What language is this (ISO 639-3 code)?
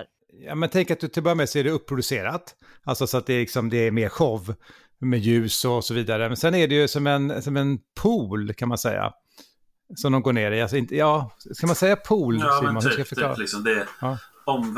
swe